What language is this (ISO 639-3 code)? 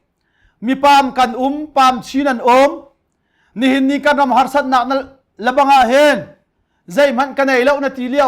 cnh